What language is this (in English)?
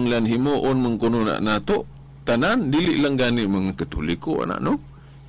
Cebuano